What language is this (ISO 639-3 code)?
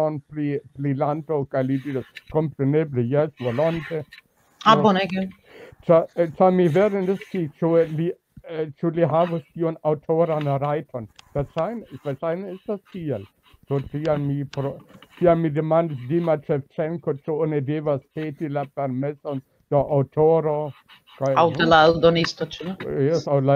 epo